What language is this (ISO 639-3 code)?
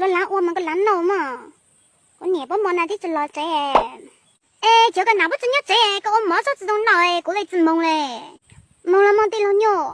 hmn